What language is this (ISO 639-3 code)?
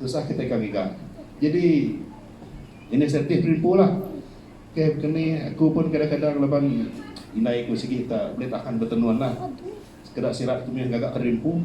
iba